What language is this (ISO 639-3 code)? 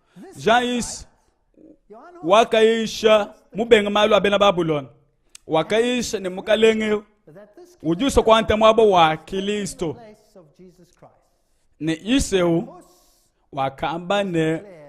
lua